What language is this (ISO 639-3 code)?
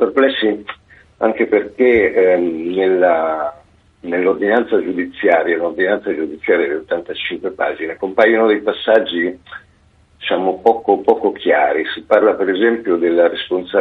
ita